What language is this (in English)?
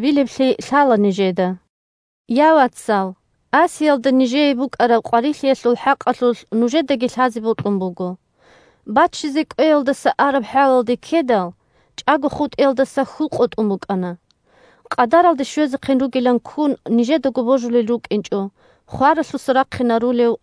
Avaric